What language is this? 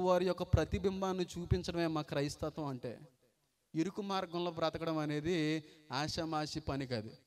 Telugu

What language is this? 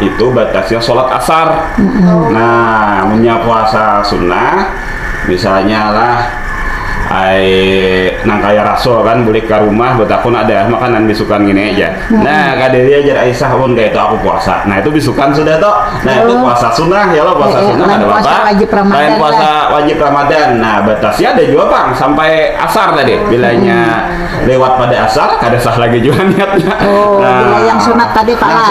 Banjar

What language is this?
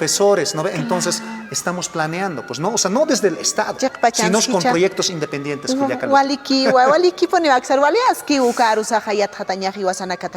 Aymara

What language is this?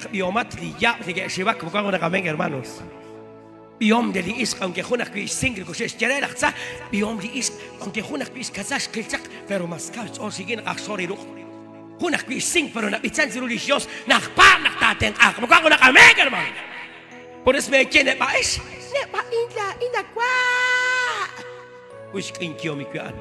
Kekchí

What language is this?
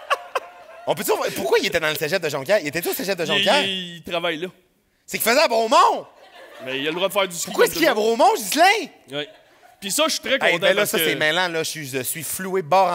French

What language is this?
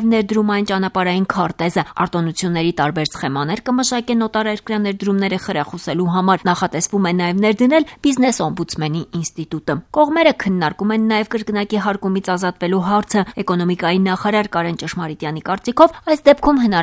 Armenian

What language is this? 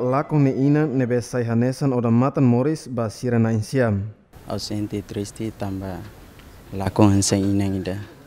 Tetum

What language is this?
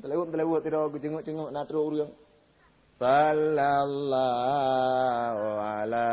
Achinese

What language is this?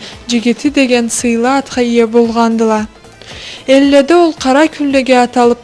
Karachay-Balkar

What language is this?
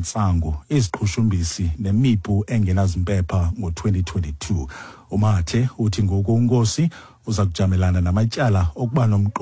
Xhosa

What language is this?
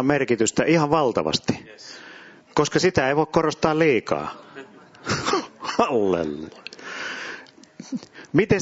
Finnish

